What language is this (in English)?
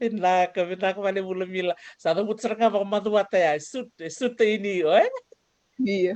Fijian